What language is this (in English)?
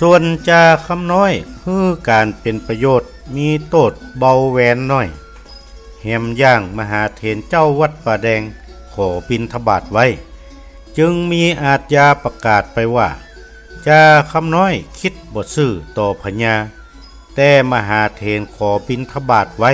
Northern Thai